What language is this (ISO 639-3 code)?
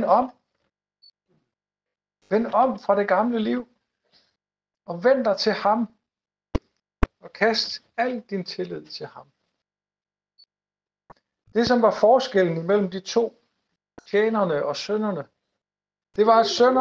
dan